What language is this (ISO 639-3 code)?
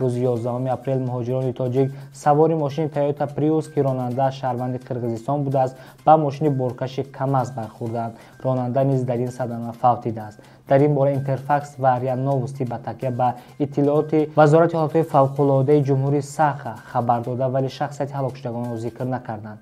tgk